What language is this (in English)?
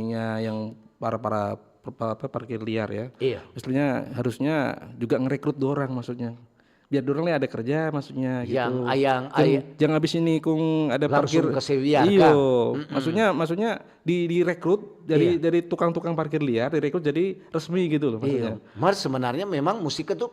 Manado Malay